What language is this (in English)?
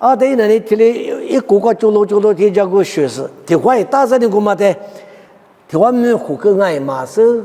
Lisu